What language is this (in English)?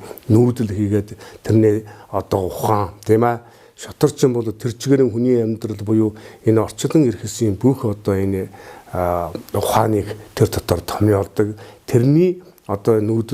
Mongolian